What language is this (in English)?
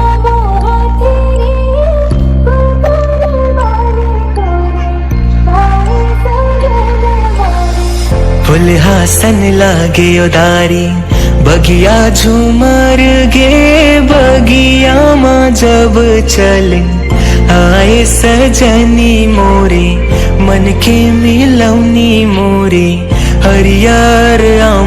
Chhattisgarhi